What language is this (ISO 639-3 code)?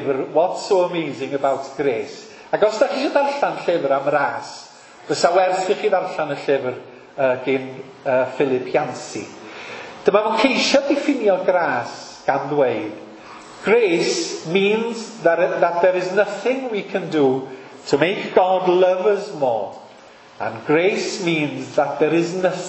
cym